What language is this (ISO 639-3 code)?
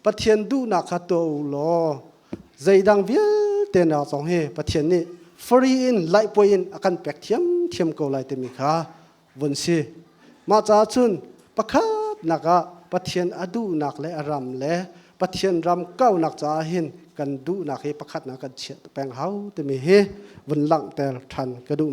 cnh